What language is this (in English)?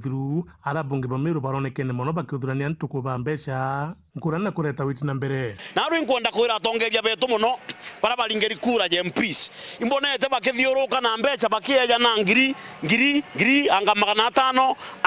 Meru